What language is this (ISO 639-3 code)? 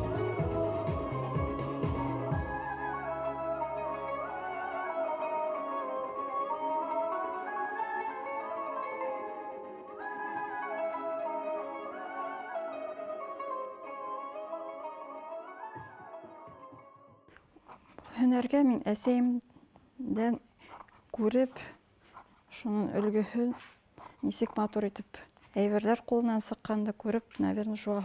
bak